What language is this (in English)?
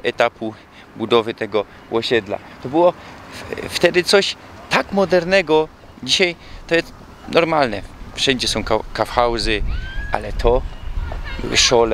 Silesian